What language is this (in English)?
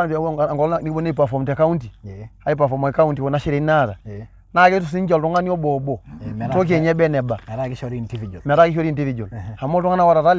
Masai